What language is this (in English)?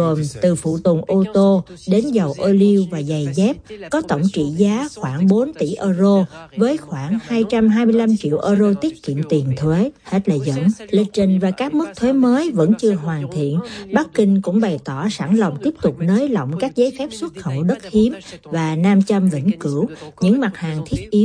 Vietnamese